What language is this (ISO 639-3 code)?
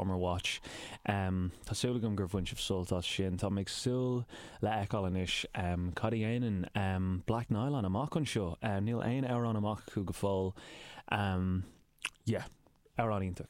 gle